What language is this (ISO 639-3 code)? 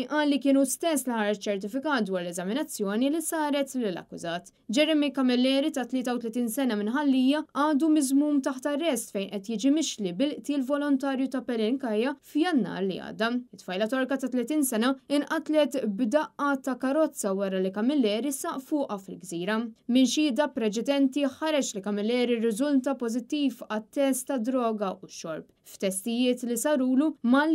mlt